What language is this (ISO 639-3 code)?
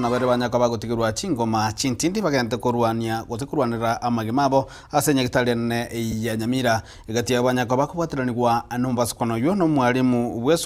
guz